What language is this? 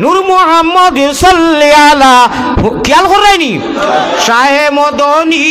Sylheti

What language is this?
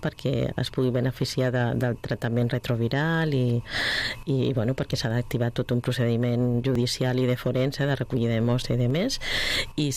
Catalan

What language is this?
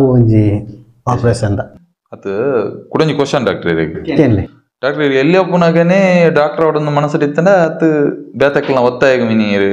Tulu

